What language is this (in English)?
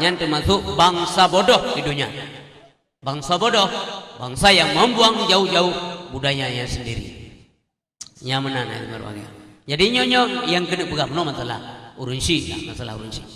Achinese